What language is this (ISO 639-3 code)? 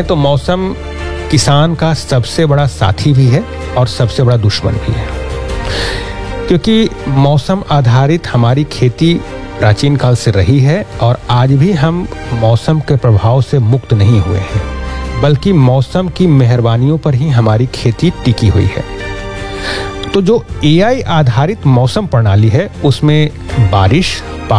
hin